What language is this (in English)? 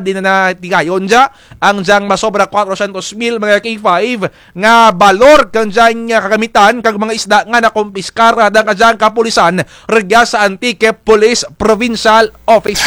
Kinaray-a